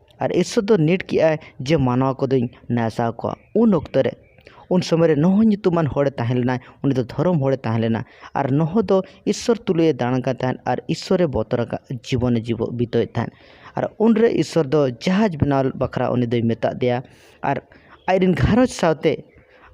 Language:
Santali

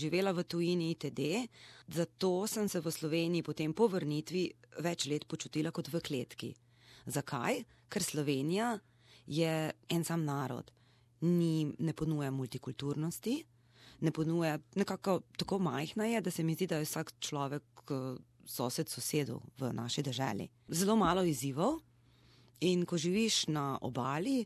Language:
Slovenian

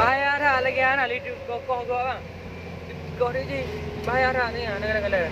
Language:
Achinese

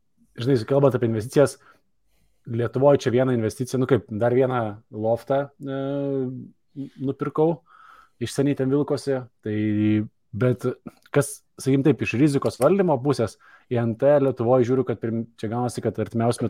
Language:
Lithuanian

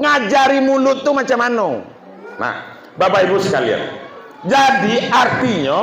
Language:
Minangkabau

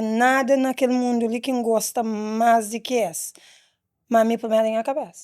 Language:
Kabuverdianu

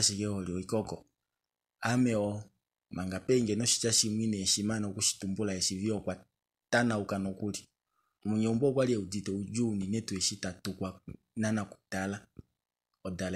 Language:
Kuanyama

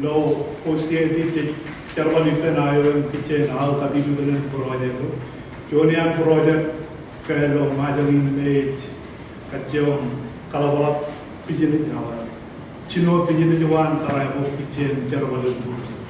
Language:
Marshallese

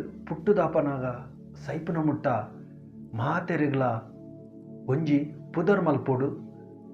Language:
Tulu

